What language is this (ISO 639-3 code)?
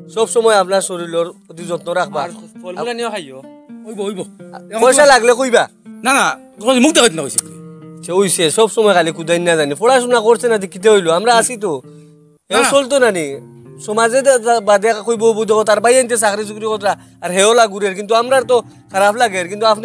syl